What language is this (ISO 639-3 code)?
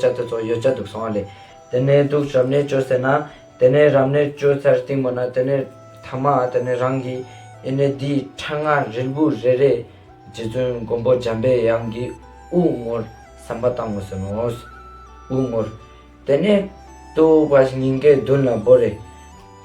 lbj